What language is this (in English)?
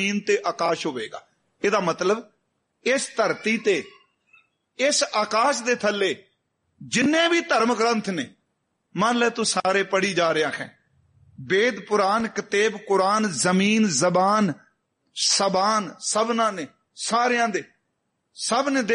Punjabi